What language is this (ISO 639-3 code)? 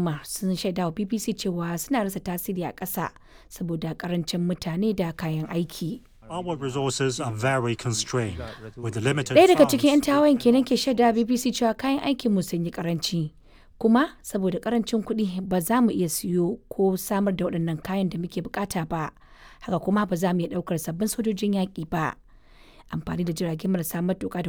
hau